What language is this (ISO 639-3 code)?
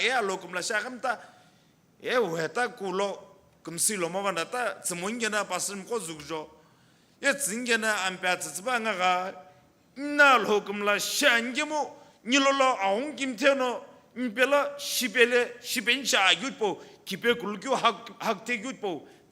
nsm